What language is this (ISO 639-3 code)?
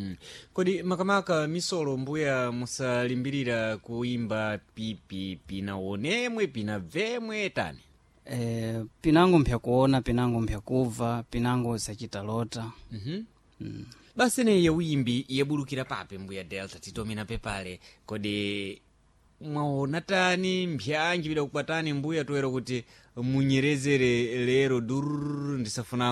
seh